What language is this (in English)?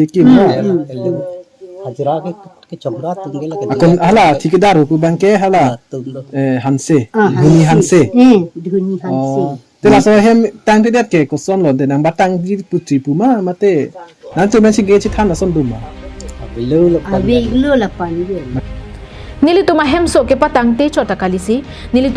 Karbi